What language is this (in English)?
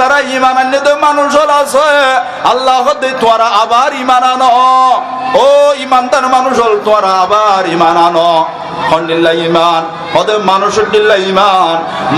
Rohingya